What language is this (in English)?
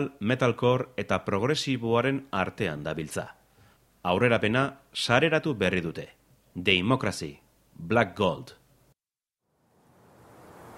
Basque